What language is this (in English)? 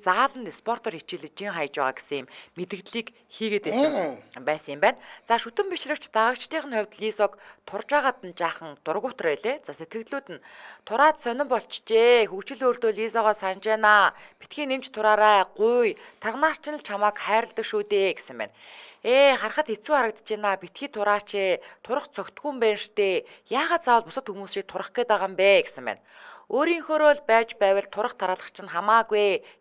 Mongolian